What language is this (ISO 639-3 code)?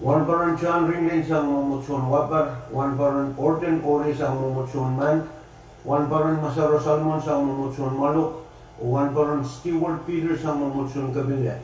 pon